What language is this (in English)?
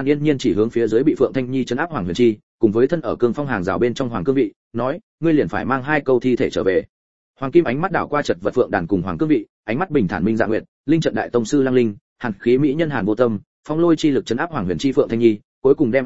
Vietnamese